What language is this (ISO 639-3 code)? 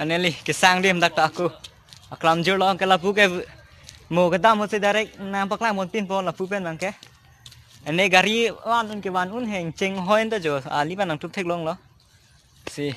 mjw